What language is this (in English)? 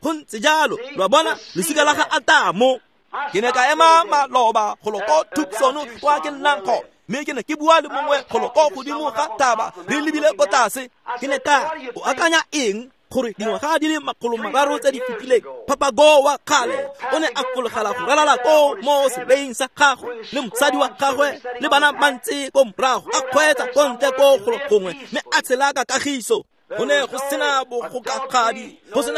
Tswana